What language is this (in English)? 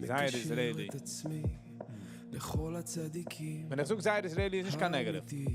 Yiddish